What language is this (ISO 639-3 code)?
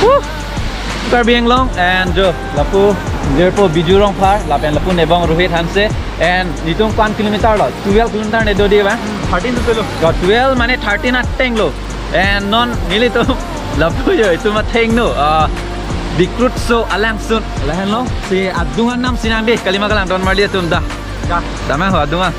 mjw